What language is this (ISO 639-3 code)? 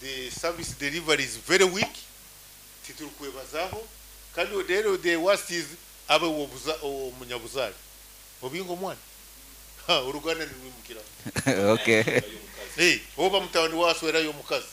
nyn